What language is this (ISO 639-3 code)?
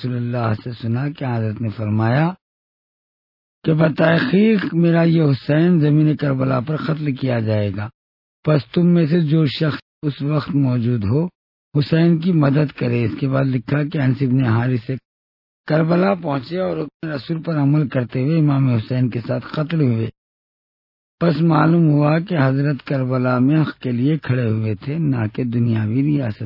urd